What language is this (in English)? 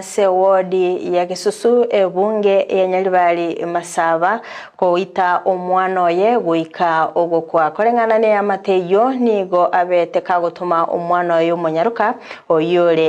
Gusii